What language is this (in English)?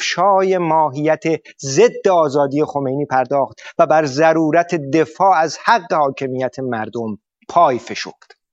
Persian